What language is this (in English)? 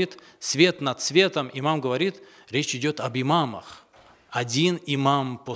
Russian